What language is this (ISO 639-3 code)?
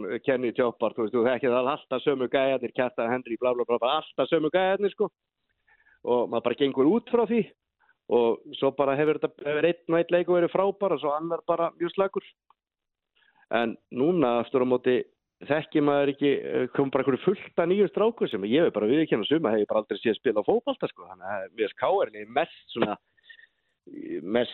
isl